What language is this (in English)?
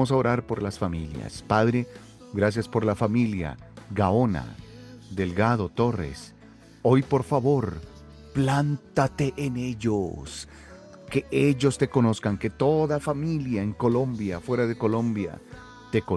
Spanish